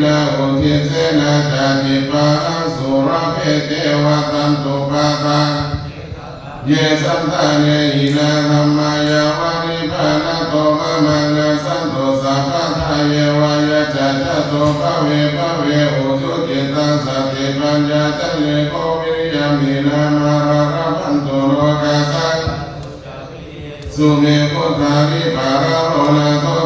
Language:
Pali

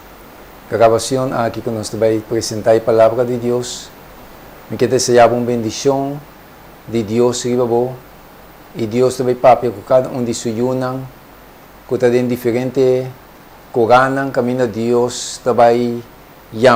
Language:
Papiamento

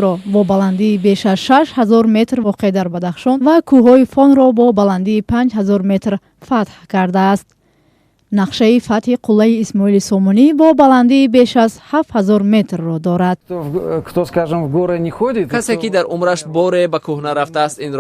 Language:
Tajik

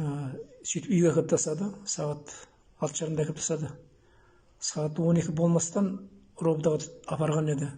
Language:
Kazakh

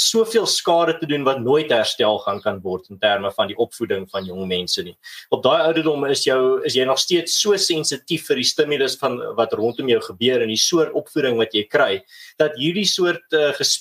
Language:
Afrikaans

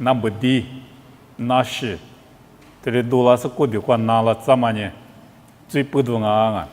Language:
Lisu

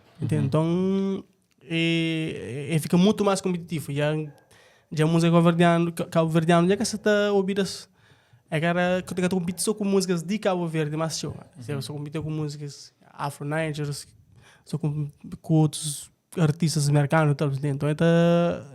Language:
Kabuverdianu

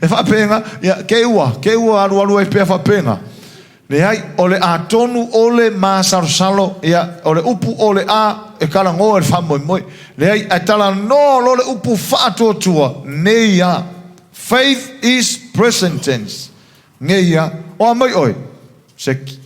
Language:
Samoan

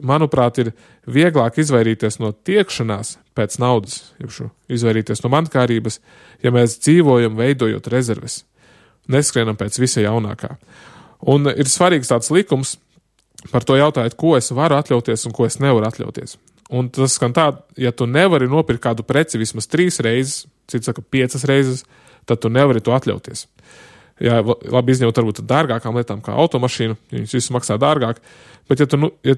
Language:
Latvian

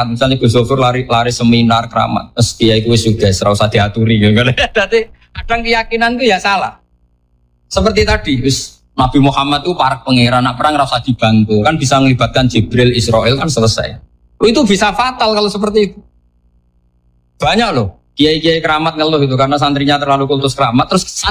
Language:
Indonesian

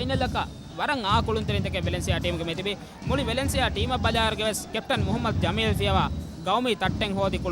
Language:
Divehi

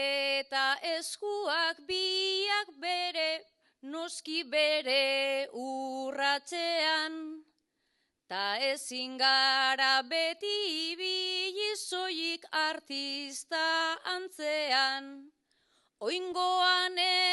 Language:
Basque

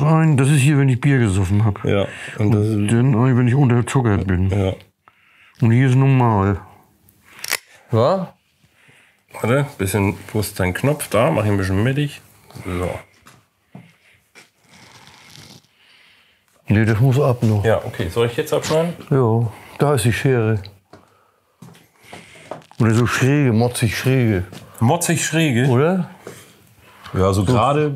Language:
German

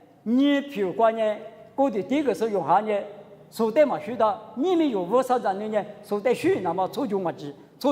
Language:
Lisu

